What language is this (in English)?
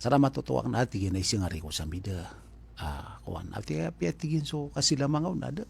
Maranao